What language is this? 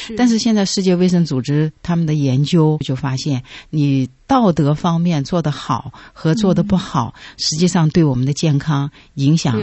Chinese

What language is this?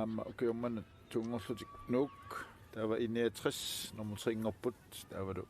Kalaallisut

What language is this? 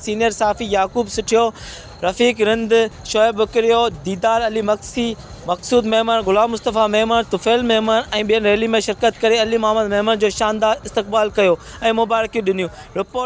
Sindhi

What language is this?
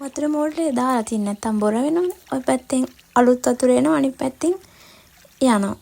Sinhala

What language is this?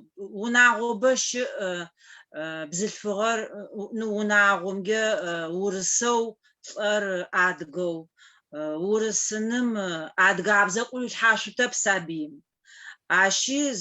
Adyghe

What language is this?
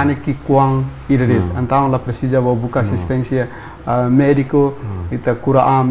Tetum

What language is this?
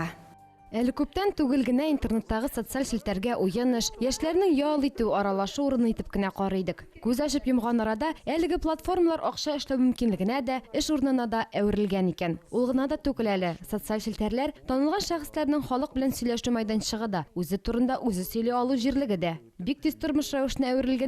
Tatar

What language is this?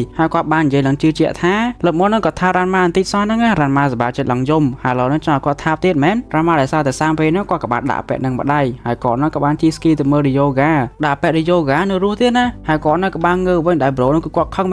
Khmer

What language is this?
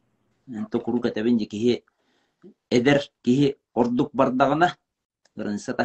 Yakut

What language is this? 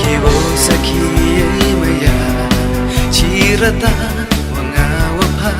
Khasi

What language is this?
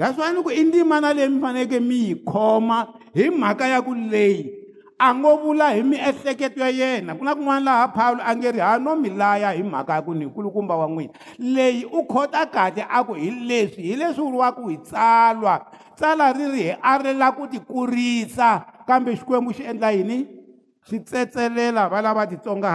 Tsonga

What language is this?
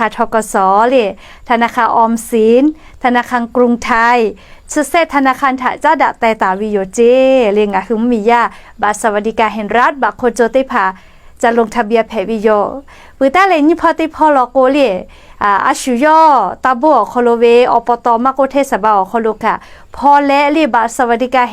Lahu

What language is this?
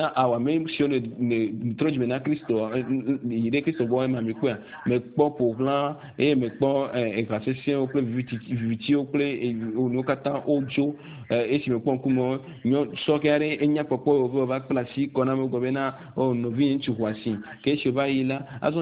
Ewe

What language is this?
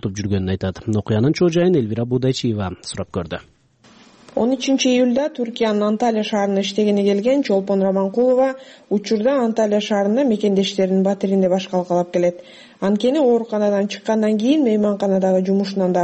Kyrgyz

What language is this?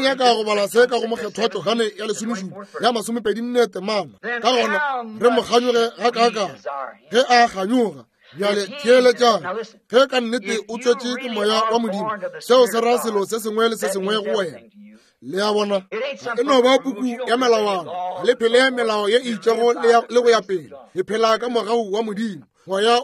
Northern Sotho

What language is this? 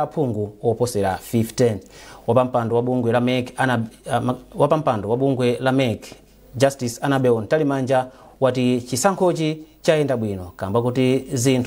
Nyanja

